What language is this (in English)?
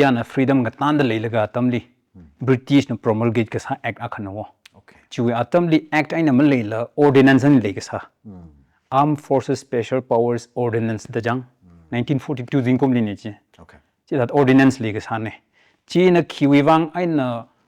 Tangkhul Naga (India)